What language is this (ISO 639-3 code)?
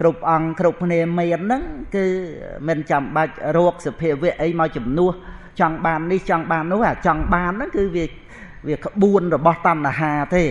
khm